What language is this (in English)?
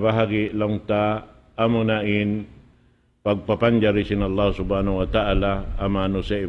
Tausug